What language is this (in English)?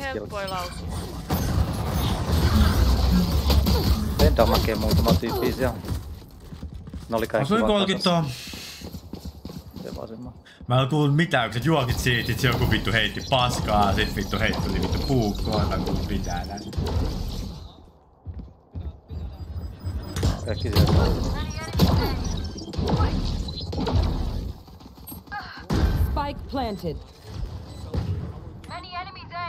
Finnish